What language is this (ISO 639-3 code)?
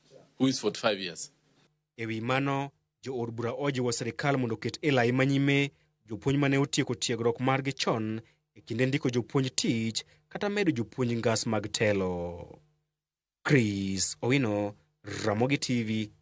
luo